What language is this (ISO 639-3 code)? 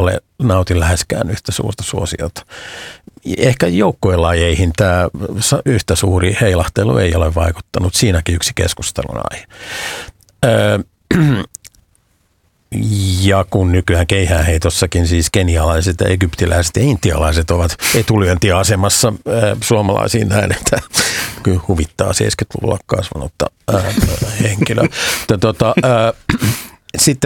fin